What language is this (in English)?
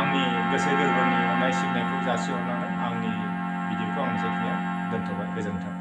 Bodo